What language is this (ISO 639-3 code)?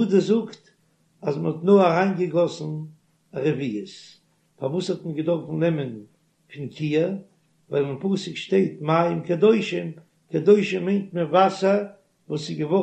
yid